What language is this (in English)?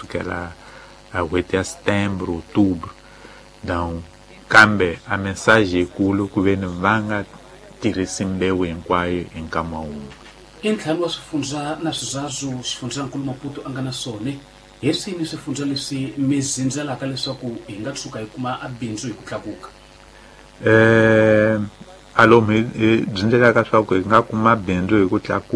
Tsonga